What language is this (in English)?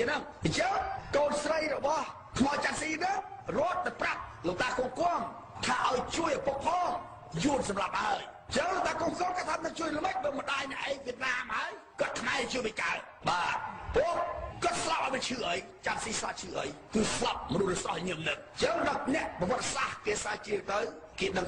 Khmer